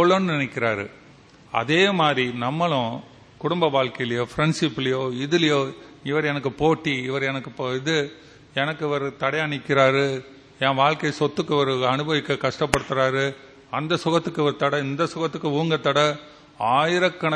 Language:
Tamil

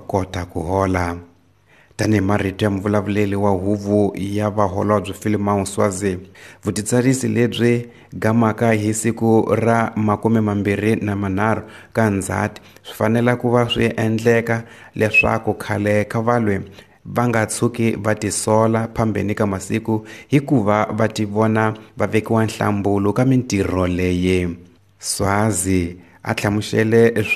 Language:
Tsonga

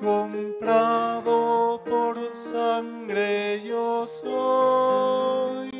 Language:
South Bolivian Quechua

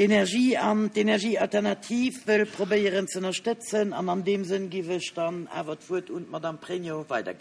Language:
Luxembourgish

